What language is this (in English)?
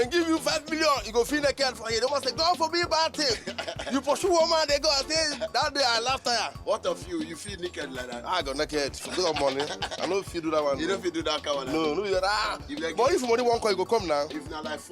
Nigerian Pidgin